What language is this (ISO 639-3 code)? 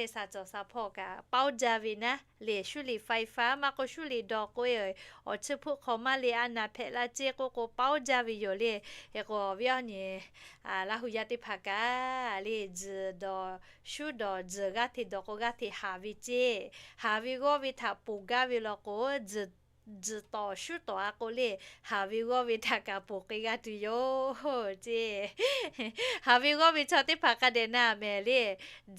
lhu